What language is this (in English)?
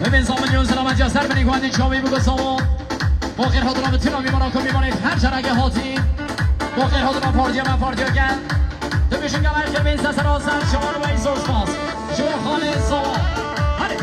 Kurdish